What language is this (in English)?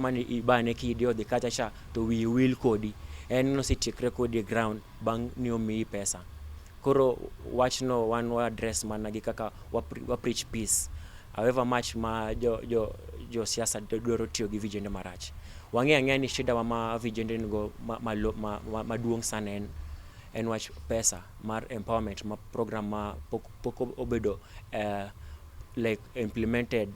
Luo (Kenya and Tanzania)